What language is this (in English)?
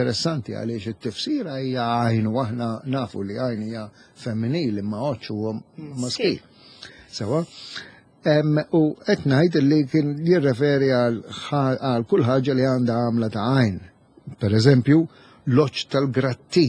Maltese